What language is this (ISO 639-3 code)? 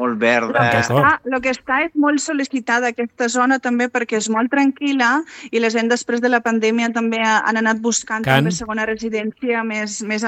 cat